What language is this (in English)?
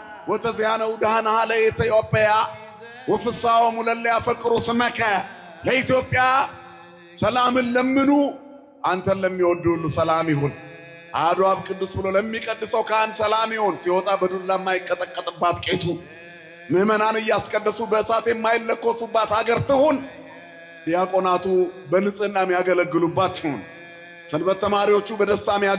Amharic